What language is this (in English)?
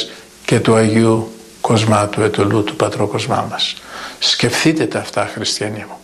Greek